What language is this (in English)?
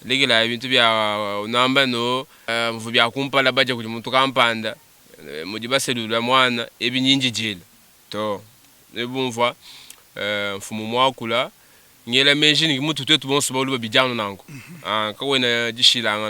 Luba-Lulua